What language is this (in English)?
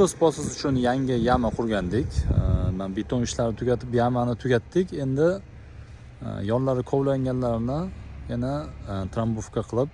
Uzbek